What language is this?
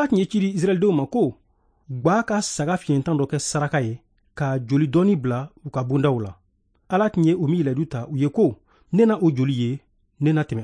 Bambara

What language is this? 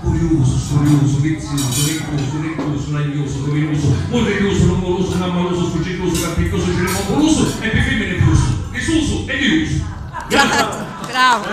Sicilian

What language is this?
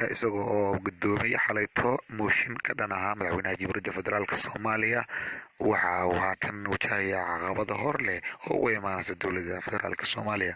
Somali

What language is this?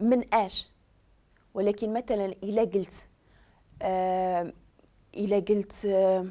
Moroccan Arabic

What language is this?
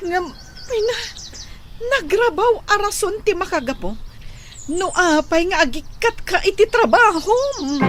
Iloko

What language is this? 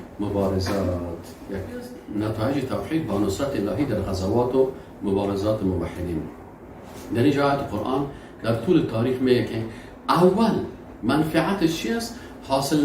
Persian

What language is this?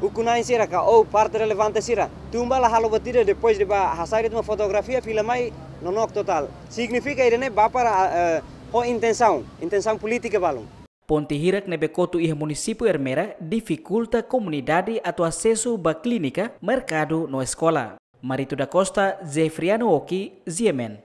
Tetum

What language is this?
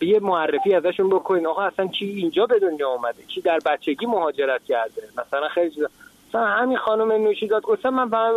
Persian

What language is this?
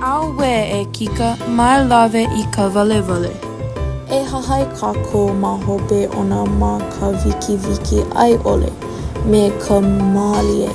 Hawaiian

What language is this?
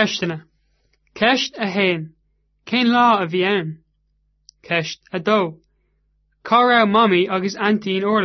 Irish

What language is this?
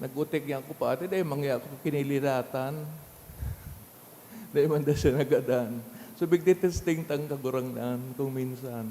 Bikol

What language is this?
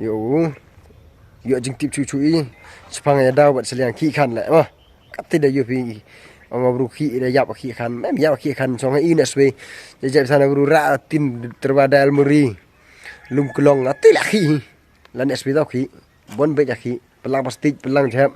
Khasi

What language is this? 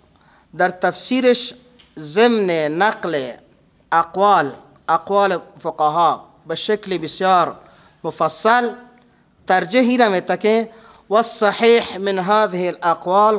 Persian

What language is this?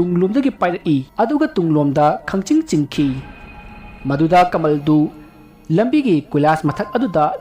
Manipuri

